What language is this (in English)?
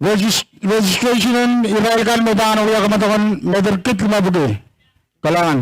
Pohnpeian